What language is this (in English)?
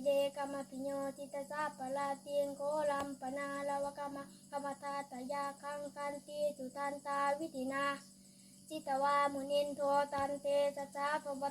Pali